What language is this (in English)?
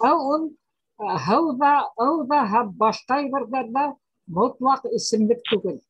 Bashkir